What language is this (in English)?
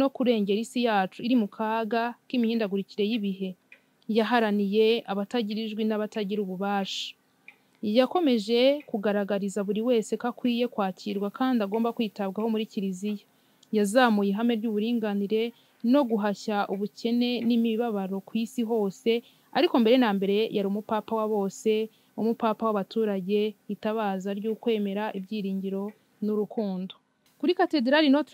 Kinyarwanda